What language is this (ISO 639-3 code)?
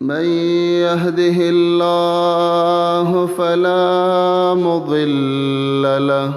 pus